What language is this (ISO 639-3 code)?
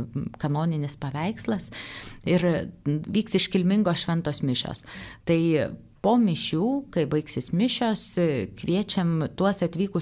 lit